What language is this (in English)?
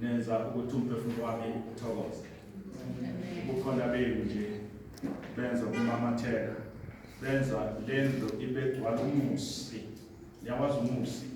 Zulu